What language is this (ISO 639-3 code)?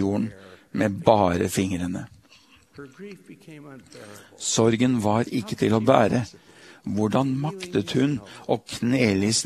nor